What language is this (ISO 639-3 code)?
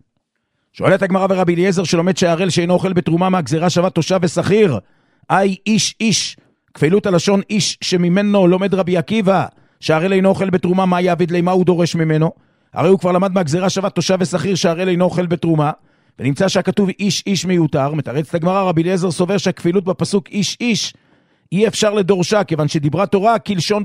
heb